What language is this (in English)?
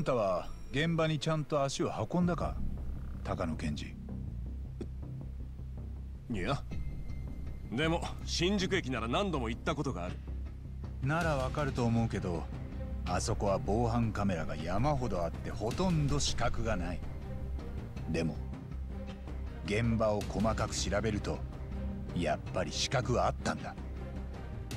Japanese